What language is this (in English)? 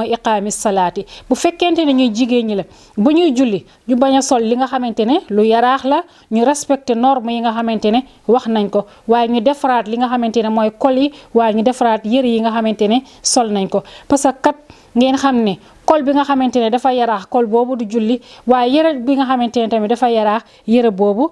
Wolof